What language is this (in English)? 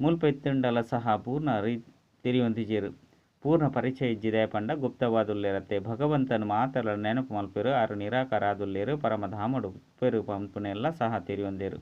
Tulu